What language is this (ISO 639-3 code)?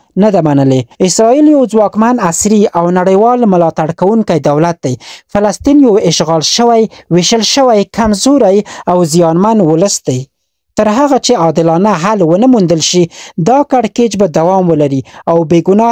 pus